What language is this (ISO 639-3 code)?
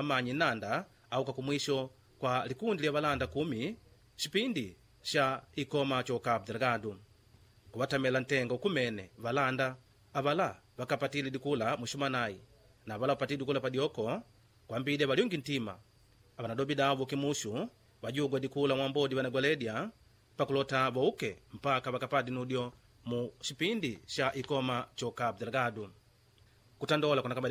kde